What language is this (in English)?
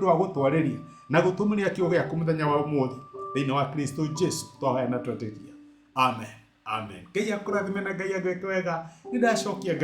Kikuyu